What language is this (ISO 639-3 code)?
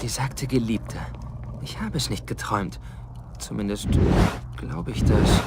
bar